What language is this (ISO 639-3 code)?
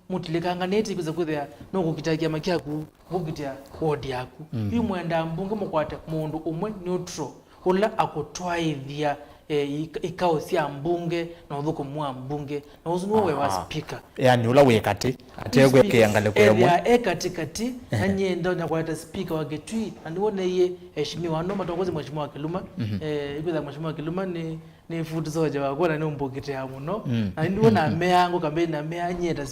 kam